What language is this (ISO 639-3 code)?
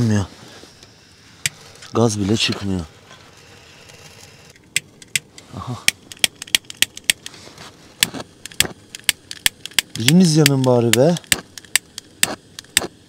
tur